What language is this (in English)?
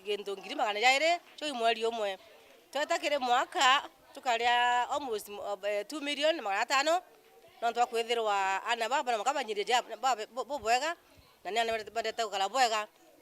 Meru